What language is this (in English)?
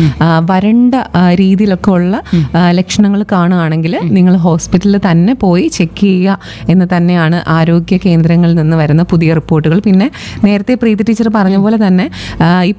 Malayalam